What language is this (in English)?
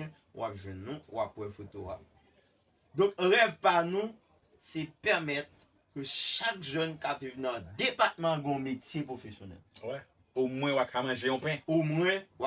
Haitian Creole